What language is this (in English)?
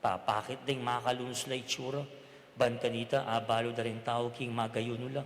Pampanga